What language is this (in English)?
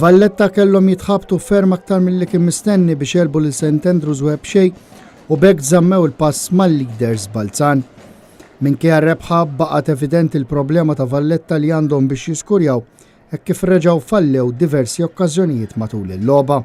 Maltese